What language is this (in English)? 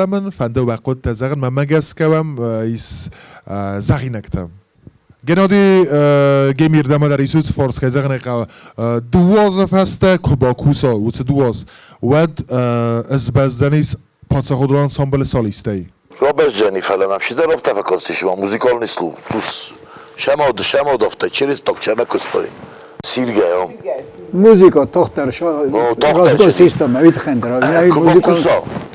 Ossetic